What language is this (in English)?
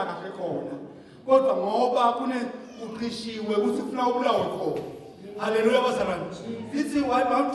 Zulu